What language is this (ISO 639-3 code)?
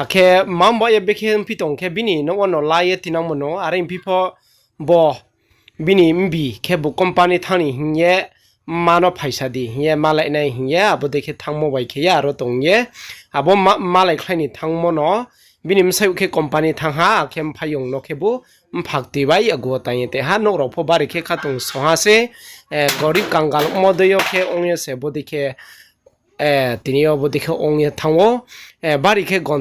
ria